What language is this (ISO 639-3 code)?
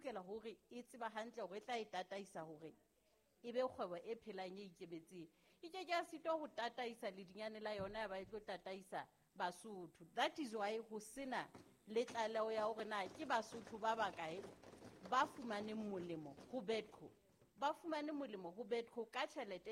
sot